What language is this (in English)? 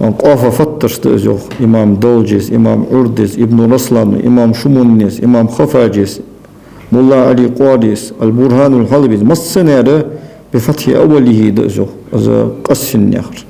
Ingush